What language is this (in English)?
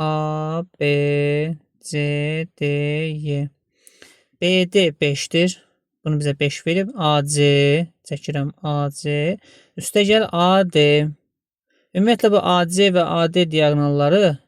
Azerbaijani